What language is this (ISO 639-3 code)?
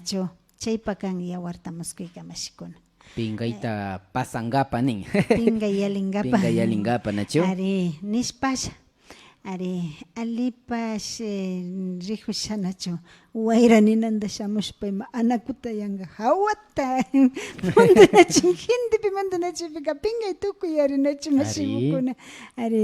qvi